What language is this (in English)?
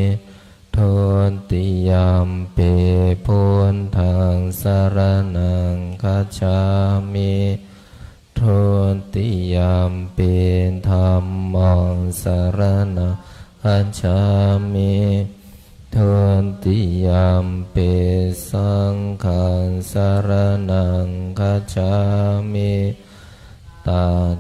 Pali